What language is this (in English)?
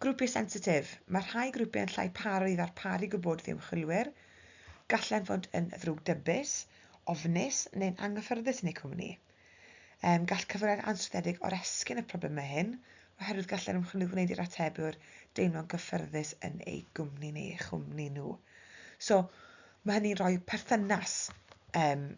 Welsh